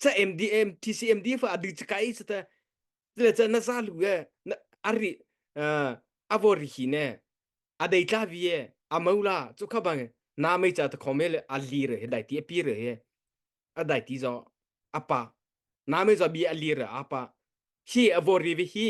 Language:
Mara Chin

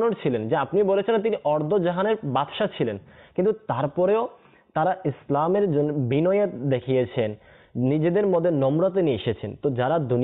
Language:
Bangla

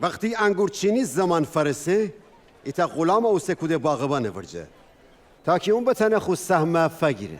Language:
Gilaki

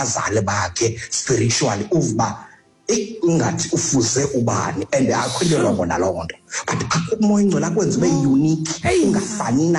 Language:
Xhosa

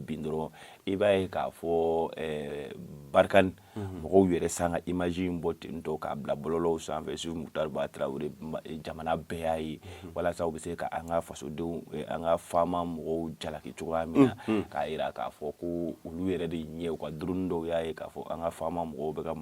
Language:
Bambara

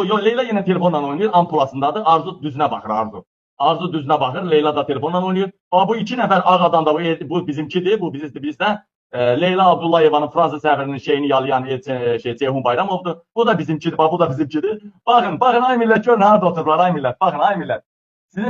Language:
Azerbaijani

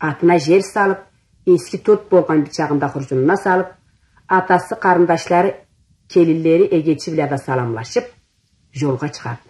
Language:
Karachay-Balkar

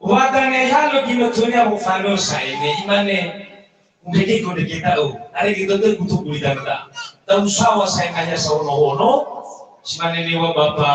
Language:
Nias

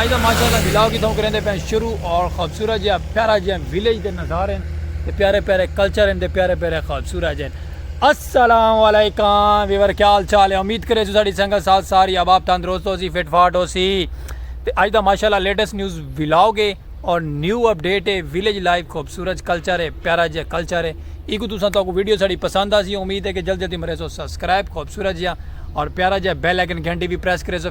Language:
Saraiki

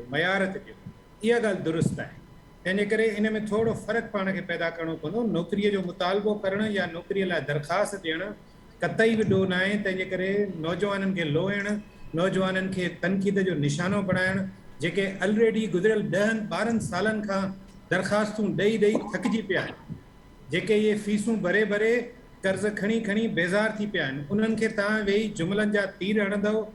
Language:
Sindhi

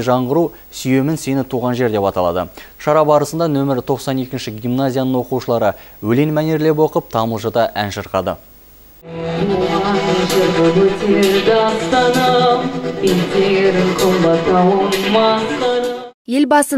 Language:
Kazakh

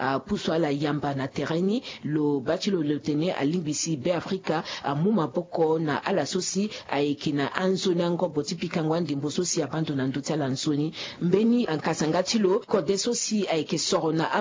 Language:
Sango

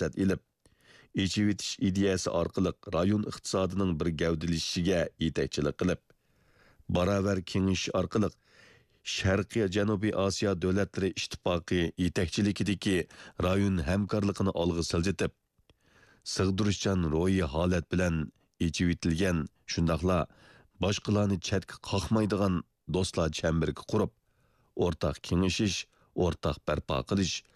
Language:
Uyghur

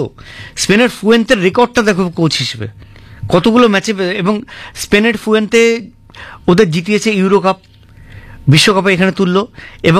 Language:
Bangla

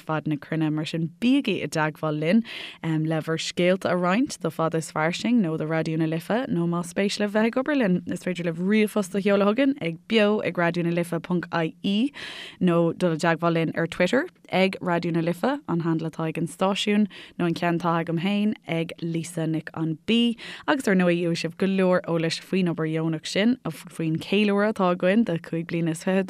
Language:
Irish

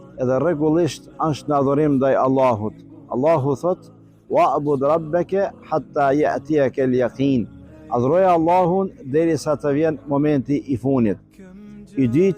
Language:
Albanian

